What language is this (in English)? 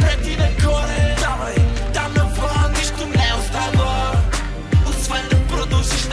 Bulgarian